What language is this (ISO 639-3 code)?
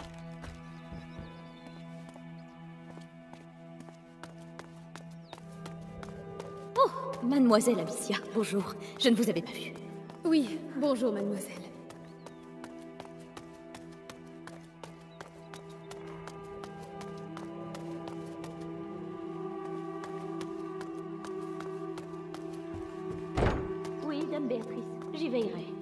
fra